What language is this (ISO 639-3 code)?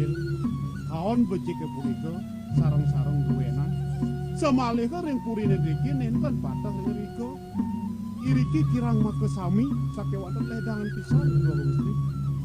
ban